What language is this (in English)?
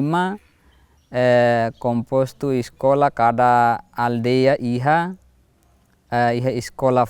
Tetum